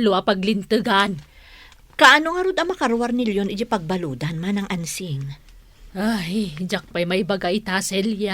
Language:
Iloko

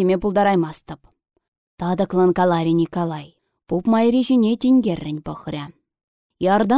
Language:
Chuvash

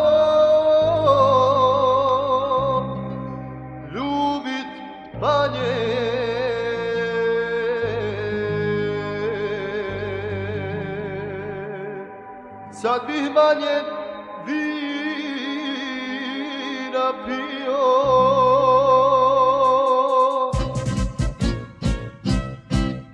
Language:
Croatian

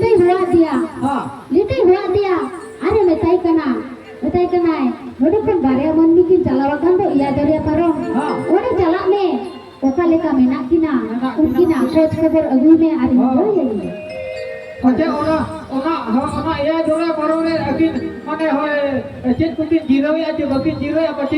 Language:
Santali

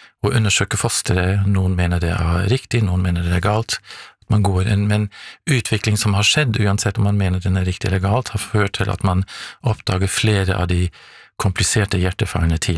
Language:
Norwegian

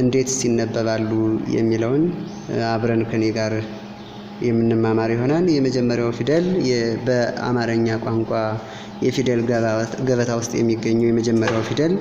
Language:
Amharic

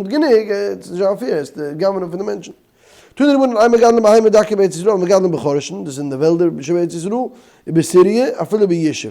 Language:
Yiddish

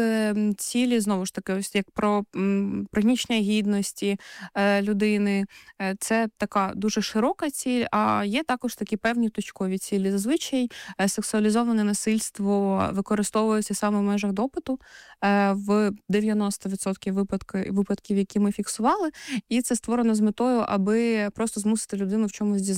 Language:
Ukrainian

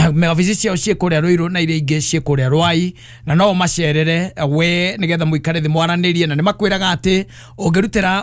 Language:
Kikuyu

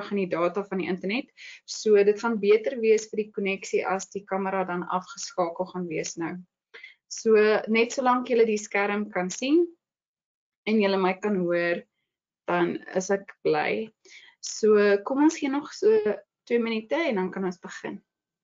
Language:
Afrikaans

